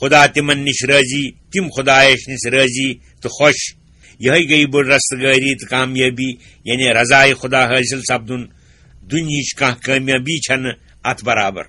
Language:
Kashmiri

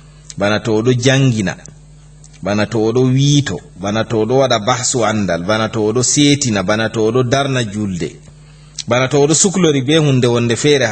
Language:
Fula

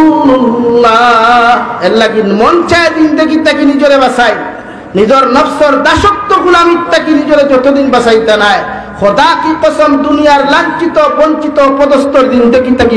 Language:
Sylheti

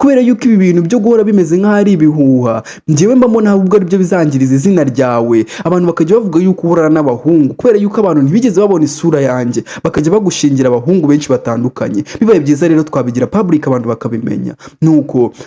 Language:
Kinyarwanda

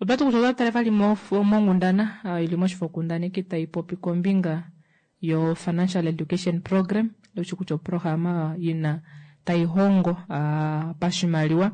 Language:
Kuanyama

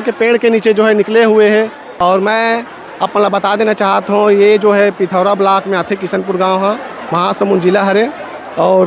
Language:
Chhattisgarhi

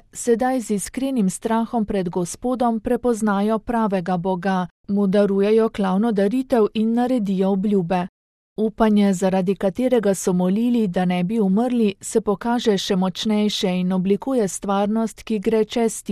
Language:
Slovenian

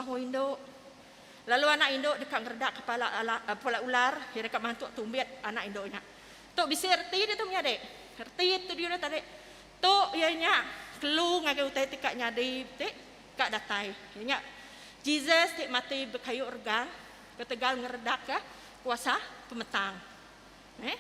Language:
Iban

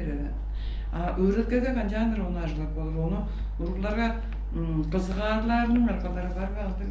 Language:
Tuvinian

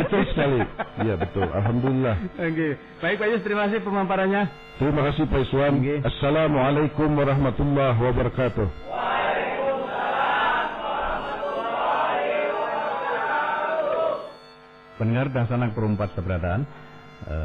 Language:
Banjar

